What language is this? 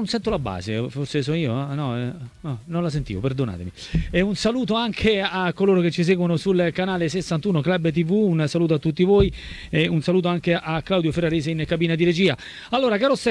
Italian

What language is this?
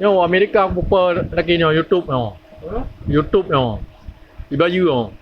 Achinese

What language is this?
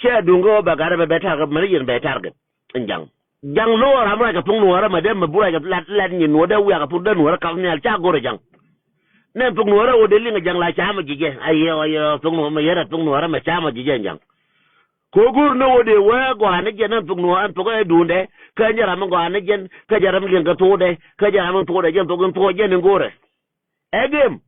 Nuer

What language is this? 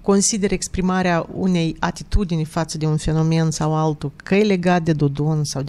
Romanian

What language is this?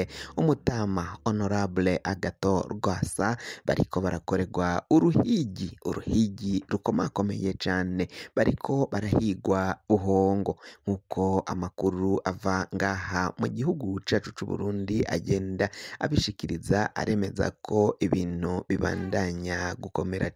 Rundi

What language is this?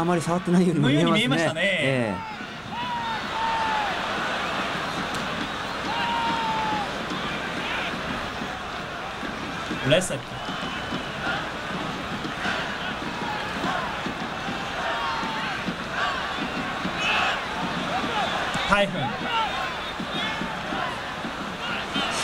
Japanese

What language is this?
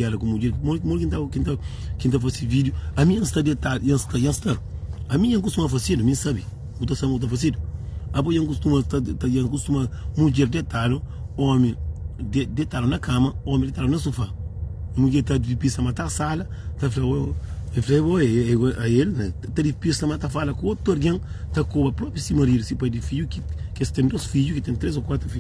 Kabuverdianu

